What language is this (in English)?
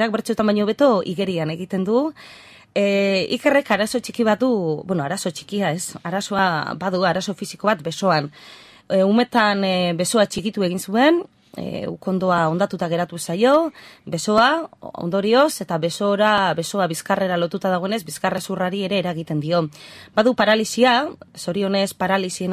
Basque